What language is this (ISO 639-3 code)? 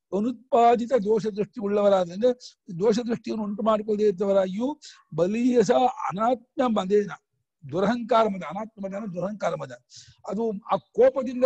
kan